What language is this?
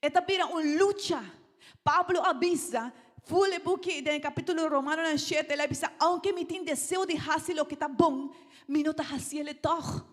Papiamento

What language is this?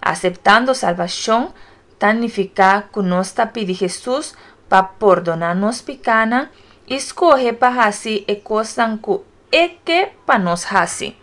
Papiamento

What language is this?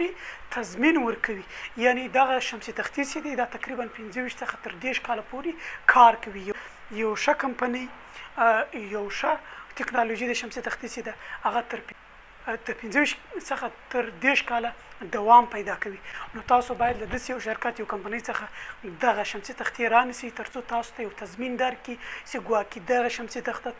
Pashto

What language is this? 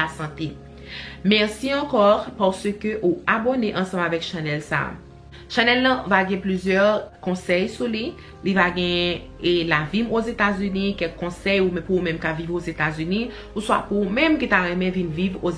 Haitian Creole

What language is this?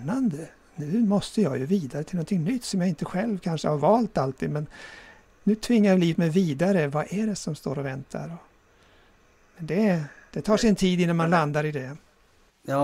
Swedish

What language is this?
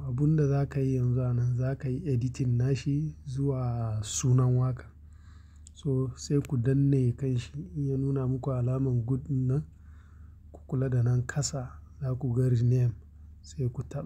Hausa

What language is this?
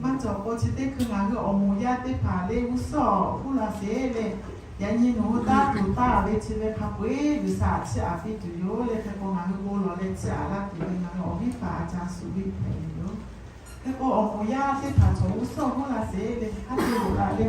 Lahu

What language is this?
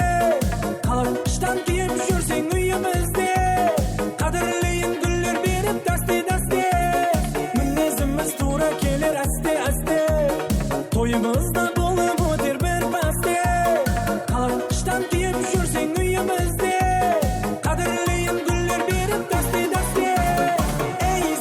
Kara-Kalpak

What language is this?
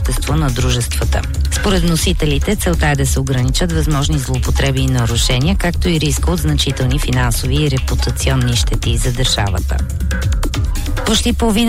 Bulgarian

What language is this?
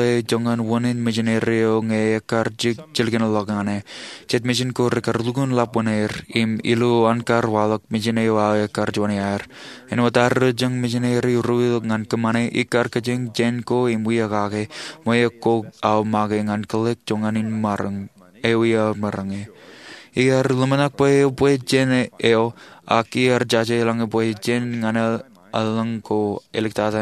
Marshallese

